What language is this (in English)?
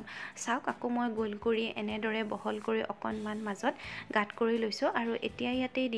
Assamese